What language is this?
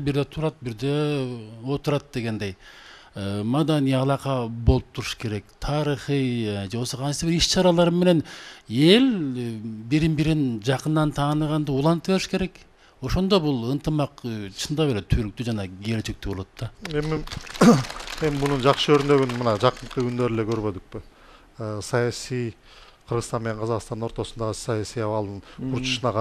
Kyrgyz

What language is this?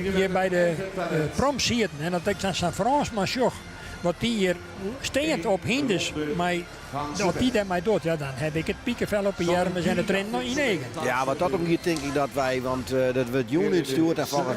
Western Frisian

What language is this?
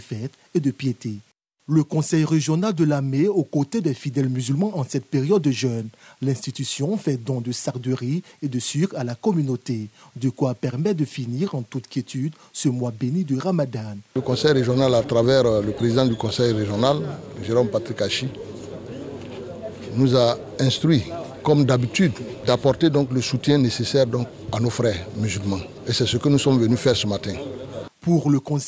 French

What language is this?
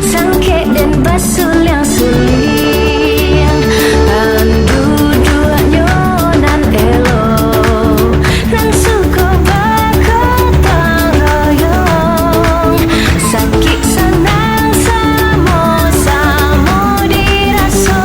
Minangkabau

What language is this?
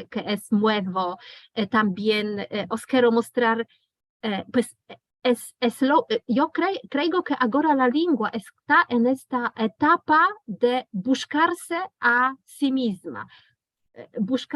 Ladino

